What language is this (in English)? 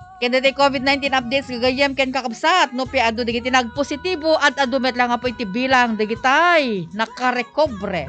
Iloko